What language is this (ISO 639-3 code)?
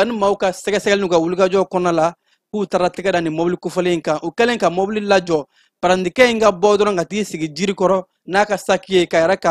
bam